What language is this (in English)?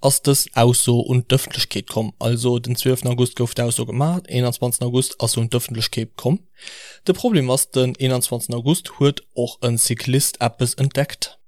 Luxembourgish